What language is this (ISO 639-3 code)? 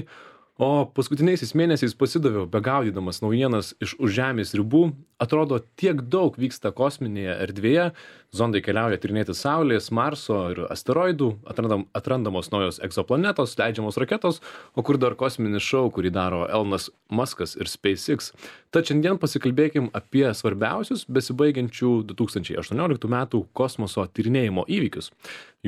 lit